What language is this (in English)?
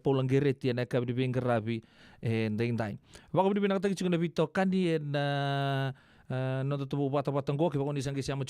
Fijian